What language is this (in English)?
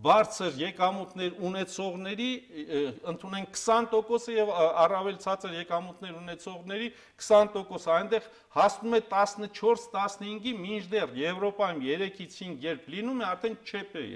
Armenian